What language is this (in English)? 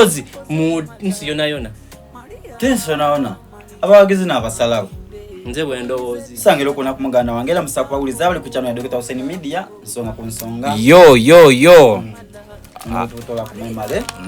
Soga